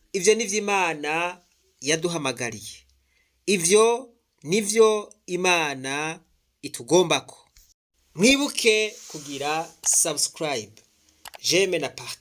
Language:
Rundi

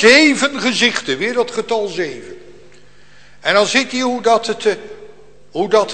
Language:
Dutch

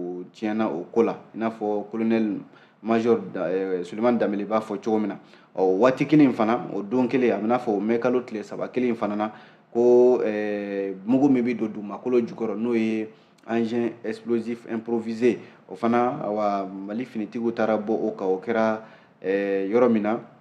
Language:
Bambara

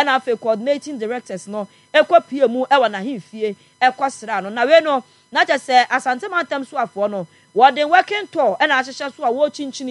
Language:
Akan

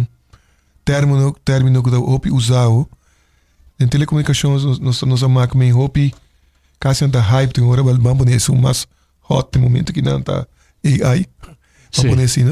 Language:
Papiamento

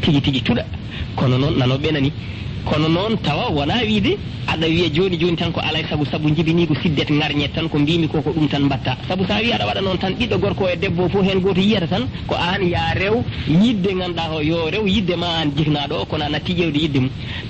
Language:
Fula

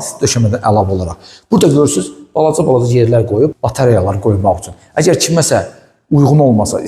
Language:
Azerbaijani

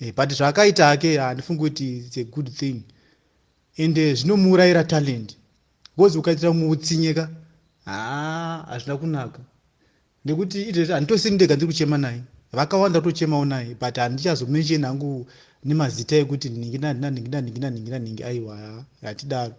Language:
Shona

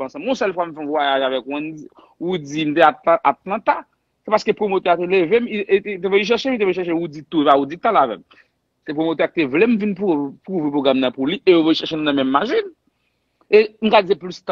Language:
Haitian Creole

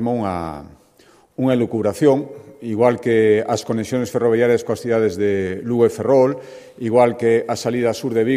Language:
Galician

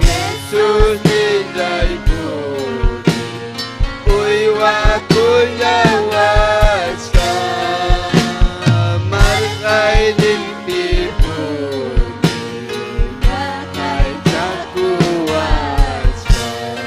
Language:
Ayacucho Quechua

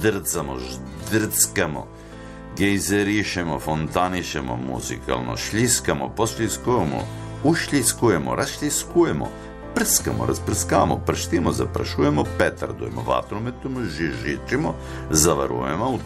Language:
Serbian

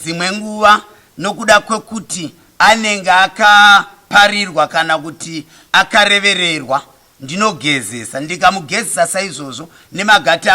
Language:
Shona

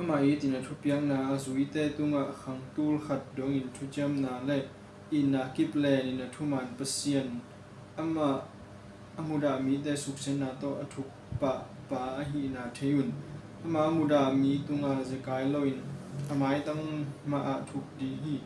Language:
Tedim Chin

